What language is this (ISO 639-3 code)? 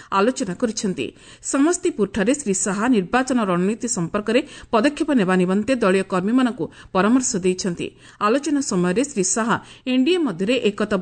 ori